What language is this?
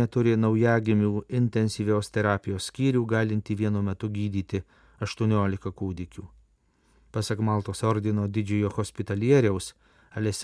Lithuanian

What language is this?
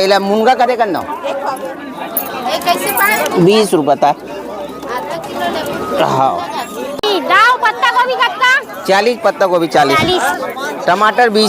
Chhattisgarhi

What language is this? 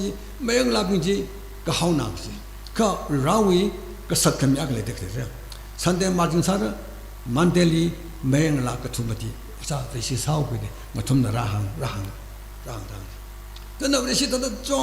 Tangkhul Naga (India)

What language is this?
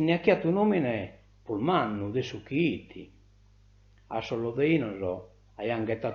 Sardinian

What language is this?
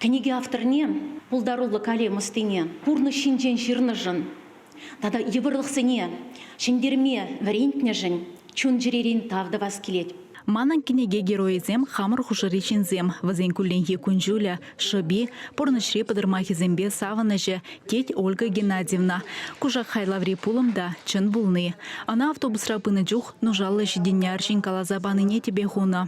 Chuvash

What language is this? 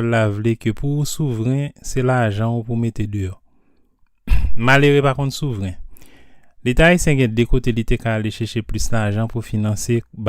Haitian Creole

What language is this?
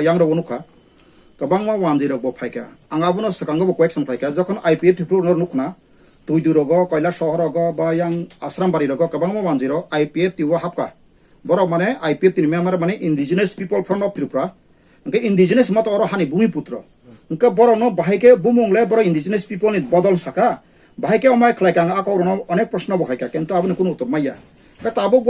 Kok Borok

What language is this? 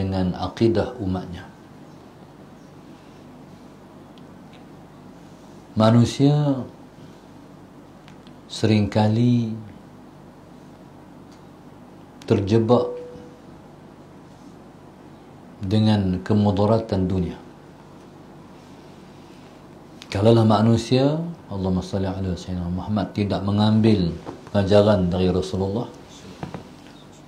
Malay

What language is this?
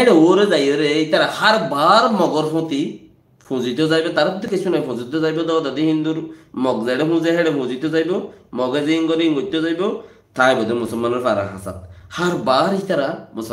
Rohingya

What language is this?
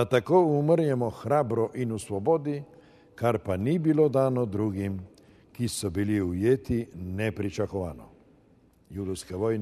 Slovenian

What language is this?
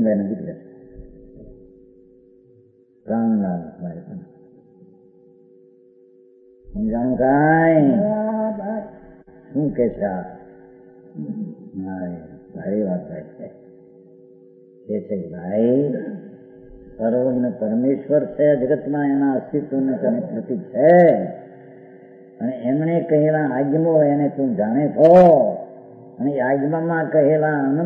Gujarati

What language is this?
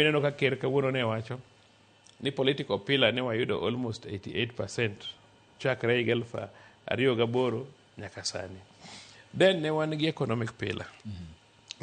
Luo (Kenya and Tanzania)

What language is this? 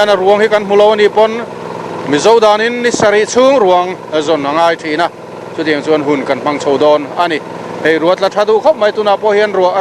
Mizo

